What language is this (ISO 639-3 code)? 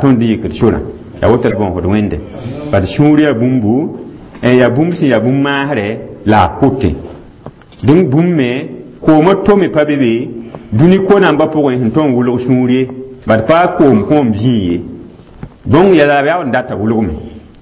mos